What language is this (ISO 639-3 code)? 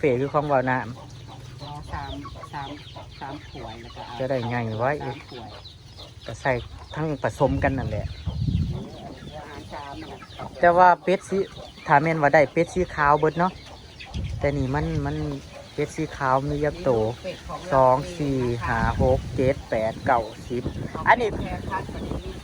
tts